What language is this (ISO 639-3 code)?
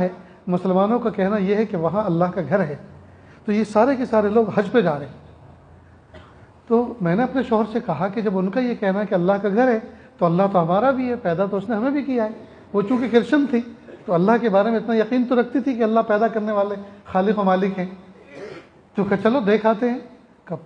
urd